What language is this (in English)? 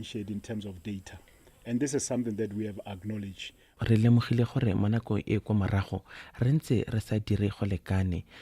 Tswana